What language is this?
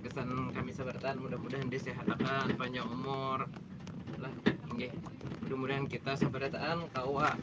Banjar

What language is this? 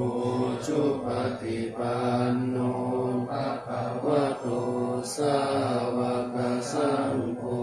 Pali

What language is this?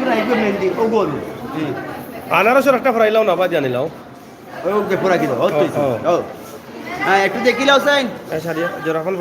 Sylheti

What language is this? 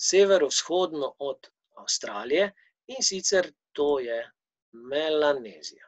Slovenian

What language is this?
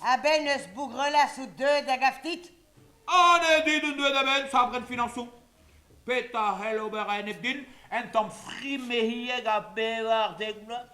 Breton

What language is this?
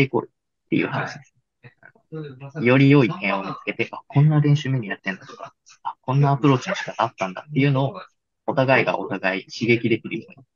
Japanese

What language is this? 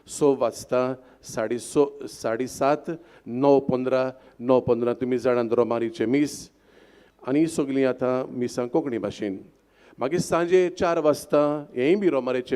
Konkani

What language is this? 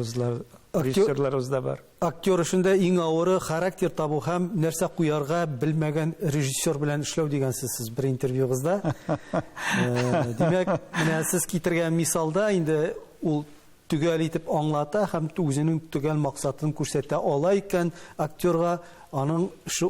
Tatar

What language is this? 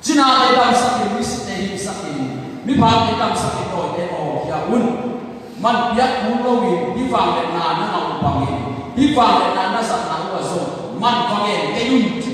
Tedim Chin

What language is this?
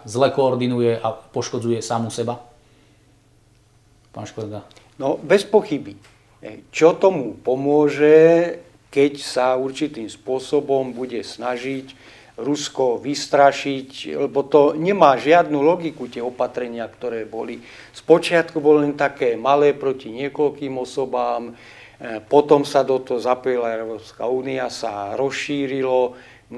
Slovak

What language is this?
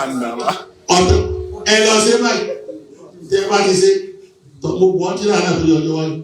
Yoruba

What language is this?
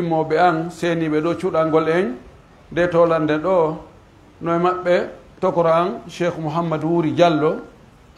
Pular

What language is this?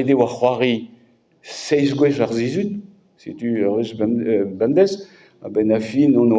Breton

